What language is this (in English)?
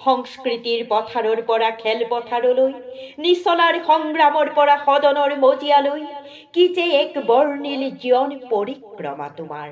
Assamese